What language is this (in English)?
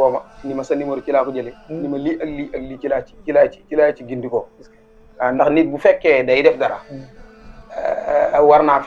Wolof